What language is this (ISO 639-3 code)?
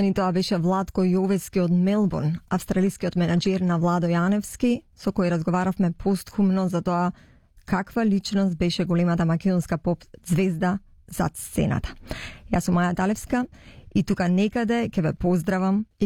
mkd